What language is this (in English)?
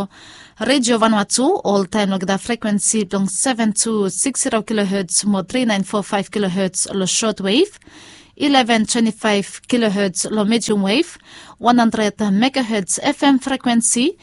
Bislama